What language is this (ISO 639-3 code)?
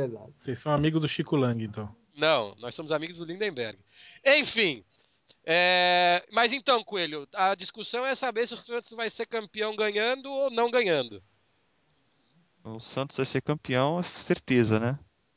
por